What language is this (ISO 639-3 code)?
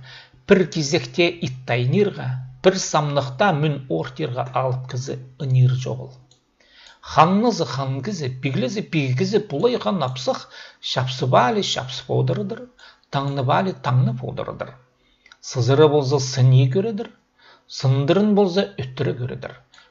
kjh